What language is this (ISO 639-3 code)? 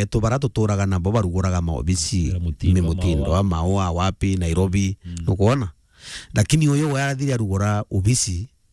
mer